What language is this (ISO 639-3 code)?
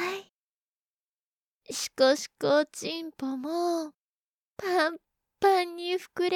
jpn